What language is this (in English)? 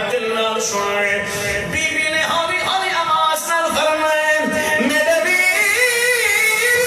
Saraiki